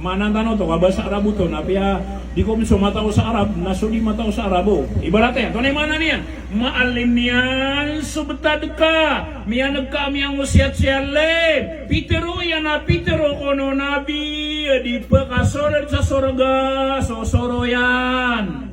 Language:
Maranao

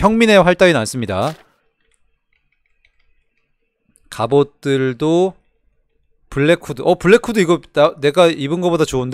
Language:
Korean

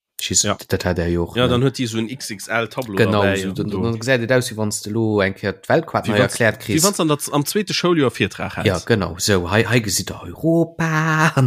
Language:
Luxembourgish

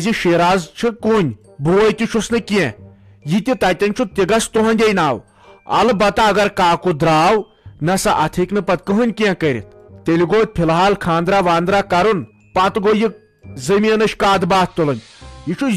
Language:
Kashmiri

